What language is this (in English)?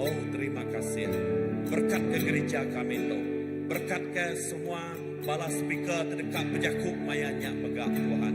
Iban